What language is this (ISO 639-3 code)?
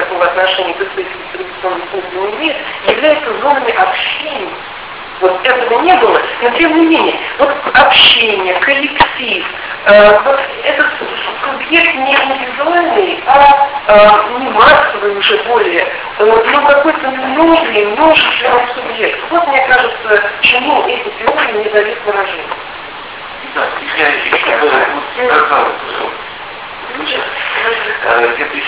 rus